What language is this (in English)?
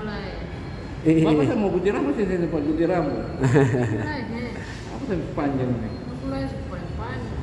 Ambonese Malay